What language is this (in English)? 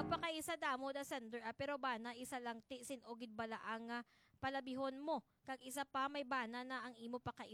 Hiligaynon